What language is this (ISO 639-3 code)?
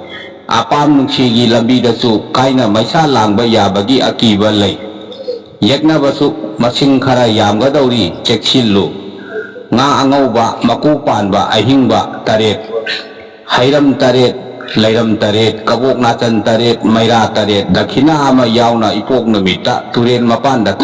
mni